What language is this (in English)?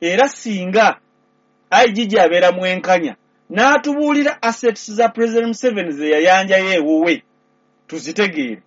Ganda